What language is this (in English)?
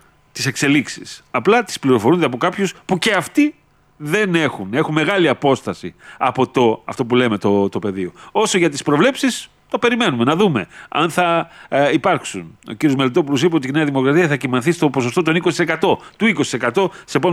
Greek